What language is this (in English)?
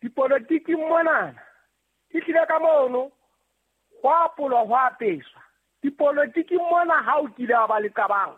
Southern Sotho